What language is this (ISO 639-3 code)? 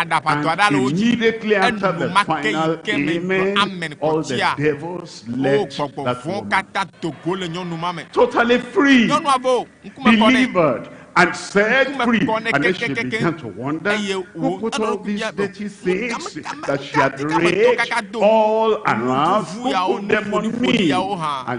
ewe